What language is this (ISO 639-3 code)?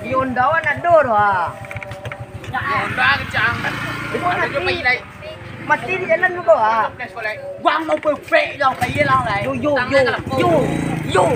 min